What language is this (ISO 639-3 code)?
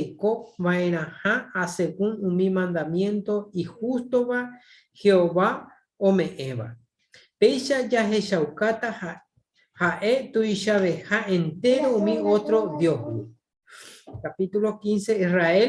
grn